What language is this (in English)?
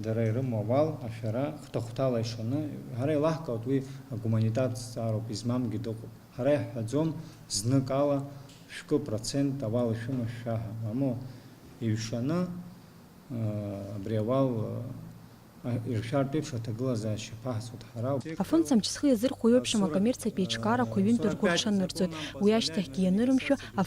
Abkhazian